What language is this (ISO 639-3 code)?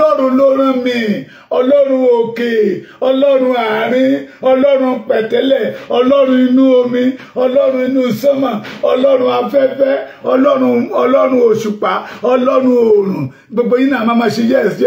yor